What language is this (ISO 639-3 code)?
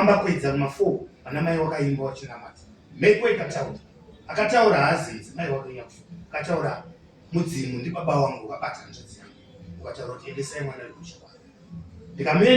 sna